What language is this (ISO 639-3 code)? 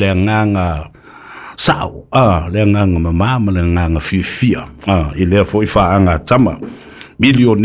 smo